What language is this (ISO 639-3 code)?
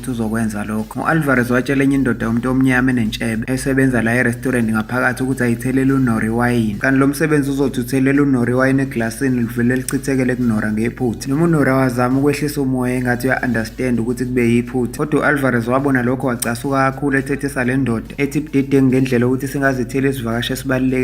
zul